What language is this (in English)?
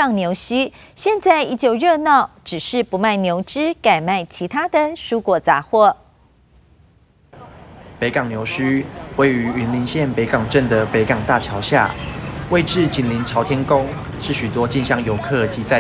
Chinese